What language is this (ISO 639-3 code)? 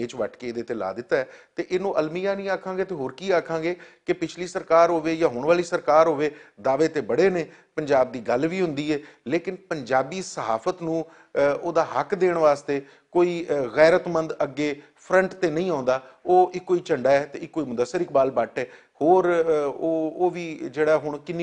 lah